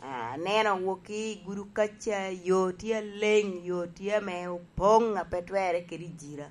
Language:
Lango (Uganda)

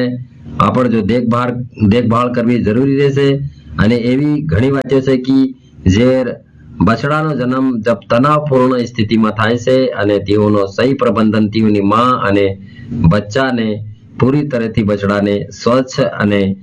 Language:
Gujarati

